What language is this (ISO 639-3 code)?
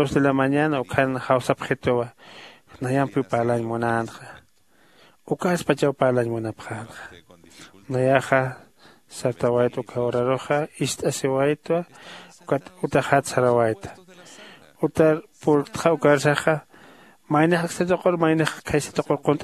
aym